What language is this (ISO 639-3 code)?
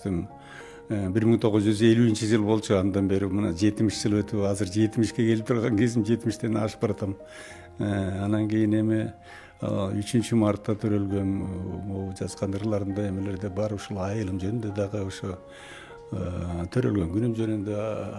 kir